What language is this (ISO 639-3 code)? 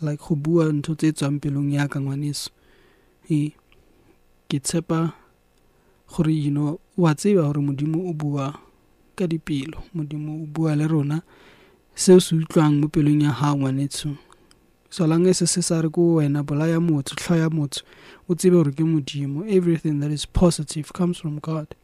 sot